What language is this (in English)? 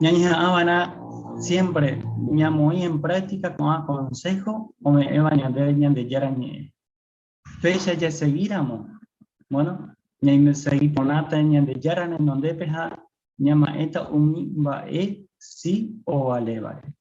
Guarani